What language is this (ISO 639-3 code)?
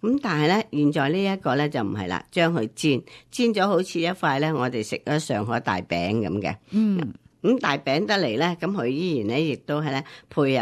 yue